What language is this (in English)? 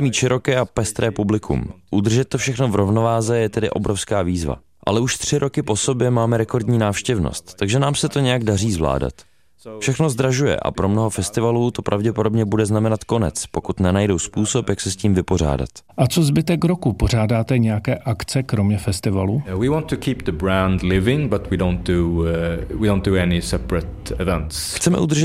Czech